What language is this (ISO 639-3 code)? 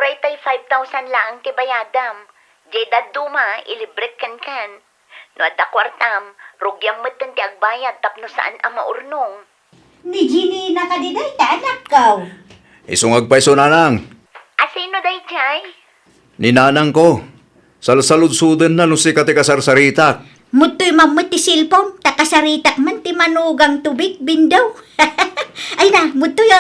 ilo